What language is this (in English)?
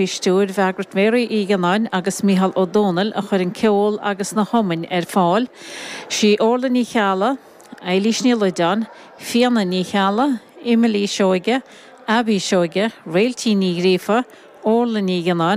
Irish